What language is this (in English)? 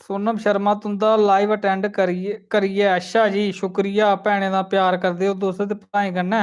Dogri